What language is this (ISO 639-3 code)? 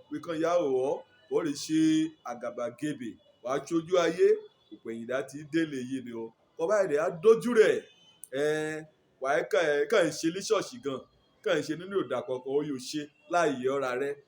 yor